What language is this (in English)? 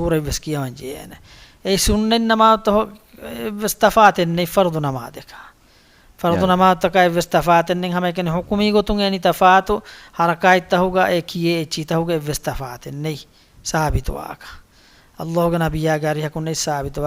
Divehi